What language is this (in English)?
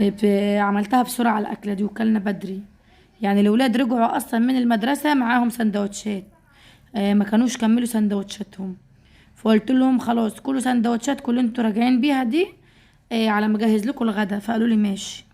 Egyptian Arabic